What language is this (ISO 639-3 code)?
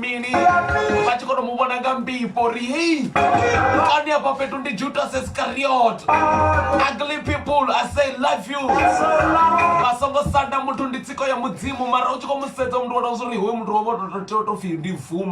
ven